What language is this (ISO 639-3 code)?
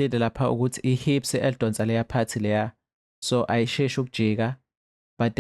zul